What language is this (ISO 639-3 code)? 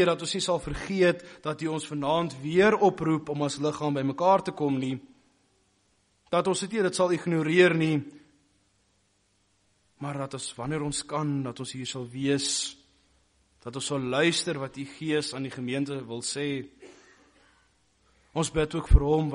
afr